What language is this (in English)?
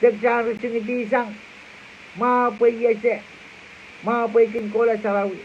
Pohnpeian